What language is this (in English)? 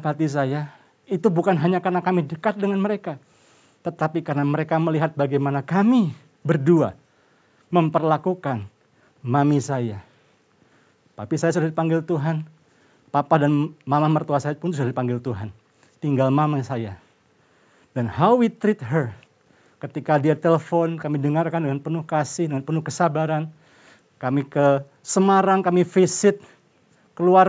Indonesian